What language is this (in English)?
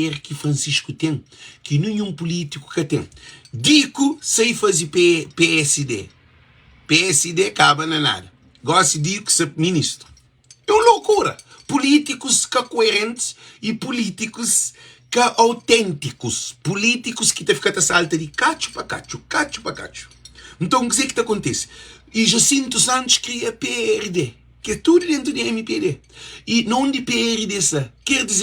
Kabuverdianu